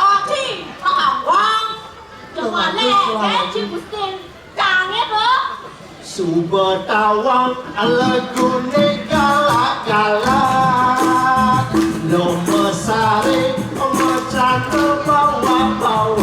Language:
Balinese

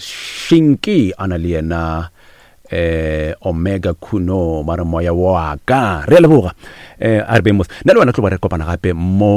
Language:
Northern Sotho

